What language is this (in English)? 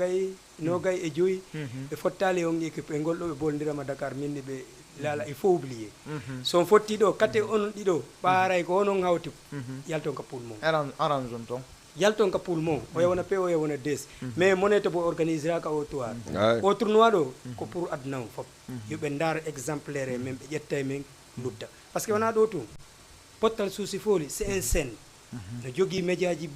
Fula